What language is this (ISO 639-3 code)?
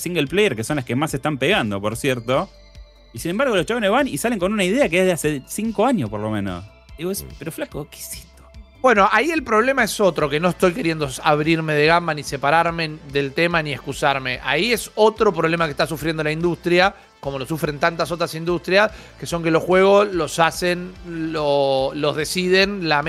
spa